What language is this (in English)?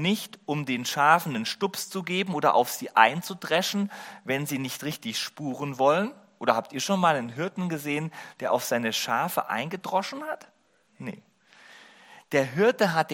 German